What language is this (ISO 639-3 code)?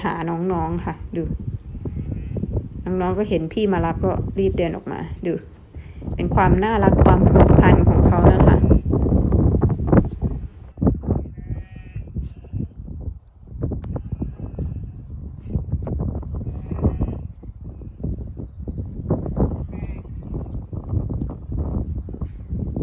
tha